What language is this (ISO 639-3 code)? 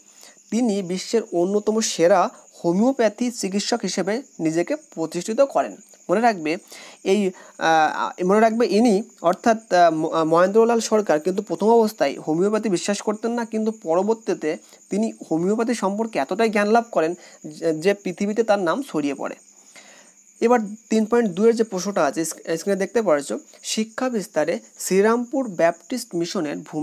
ben